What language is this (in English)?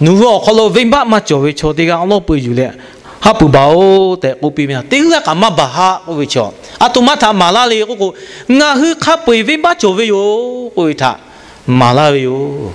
Lahu